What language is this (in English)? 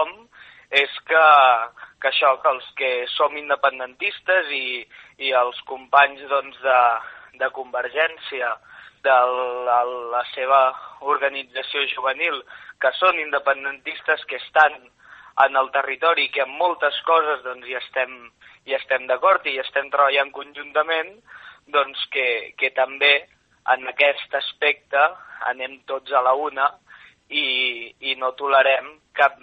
Catalan